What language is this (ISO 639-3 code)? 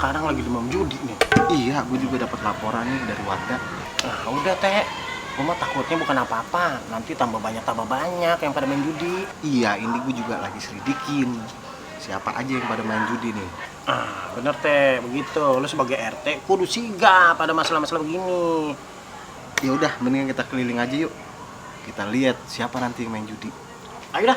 bew